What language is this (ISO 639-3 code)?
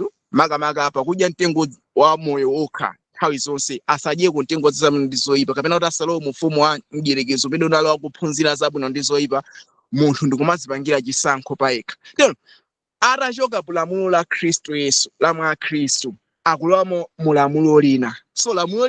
nya